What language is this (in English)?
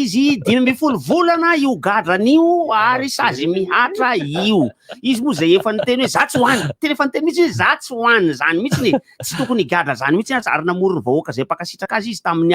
Malagasy